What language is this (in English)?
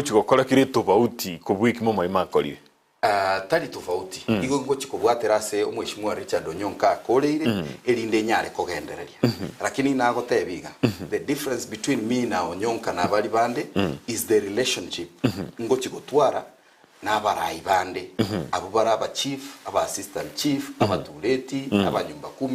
Gusii